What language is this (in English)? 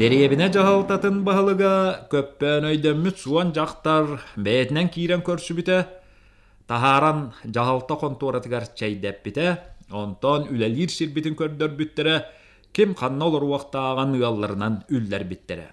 Yakut